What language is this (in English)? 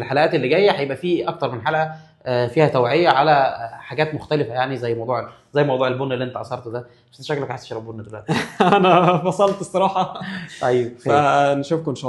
Egyptian Arabic